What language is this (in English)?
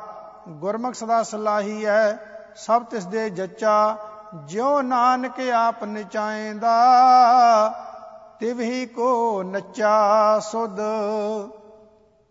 Punjabi